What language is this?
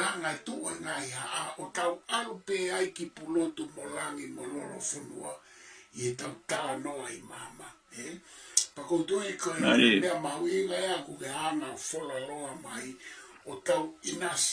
Tongan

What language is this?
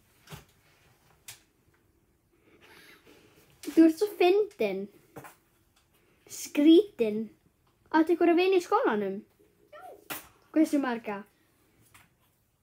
Icelandic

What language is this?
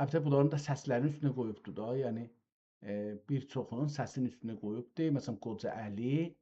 South Azerbaijani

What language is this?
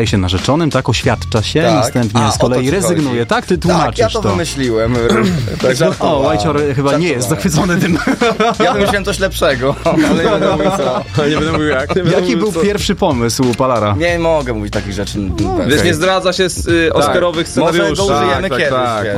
Polish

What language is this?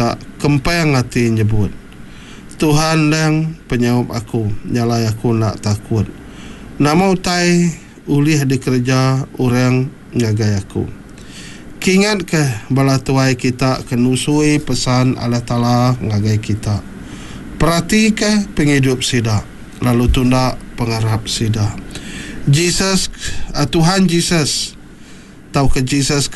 Iban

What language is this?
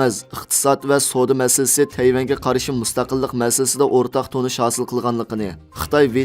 Uyghur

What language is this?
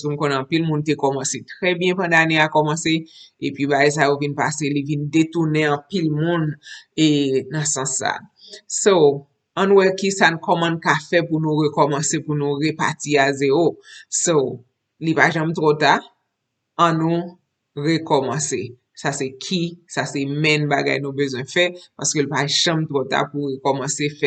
Haitian Creole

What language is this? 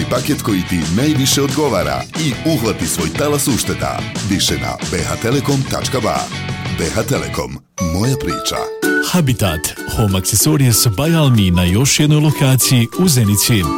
Bosnian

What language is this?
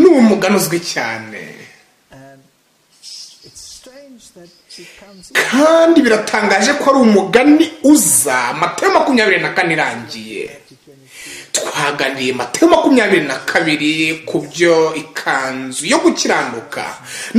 Kinyarwanda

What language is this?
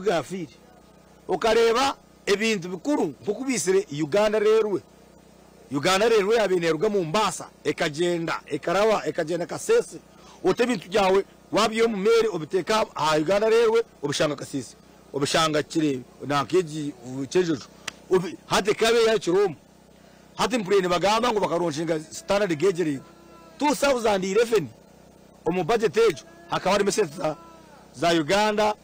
Nyankole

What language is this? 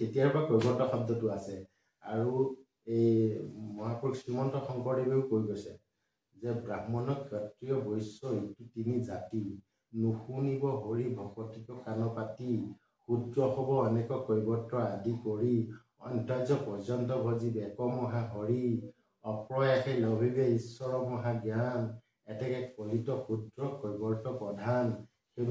Assamese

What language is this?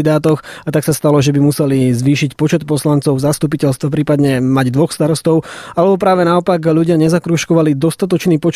Slovak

